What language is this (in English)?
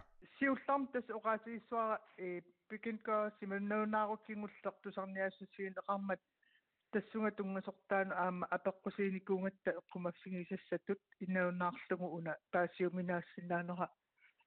Kalaallisut